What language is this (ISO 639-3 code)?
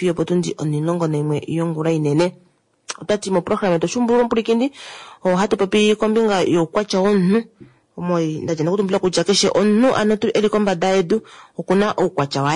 kua